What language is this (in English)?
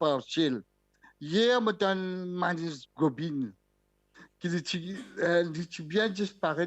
Morisyen